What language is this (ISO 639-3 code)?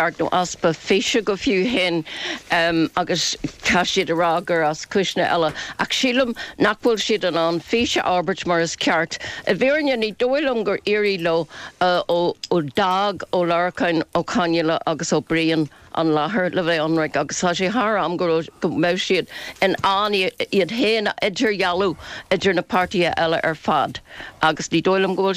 gle